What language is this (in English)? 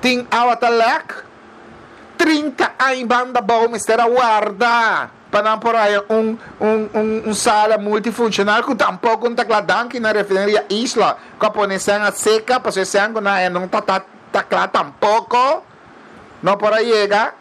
Papiamento